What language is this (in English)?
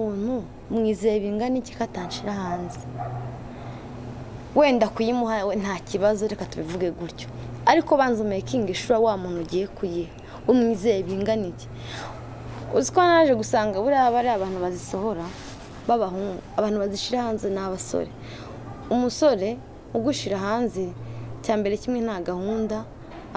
Kinyarwanda